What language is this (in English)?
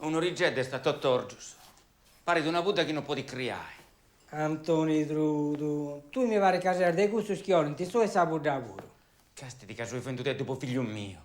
Sardinian